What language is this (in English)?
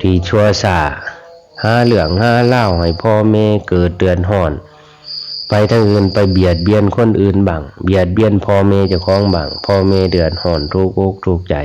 Lao